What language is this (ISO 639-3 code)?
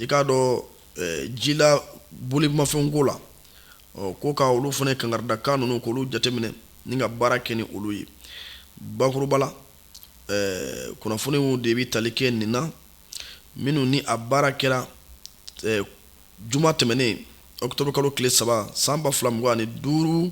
bam